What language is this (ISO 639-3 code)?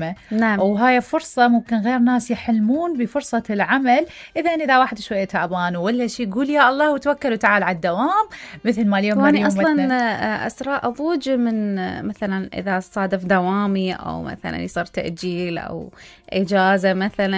acm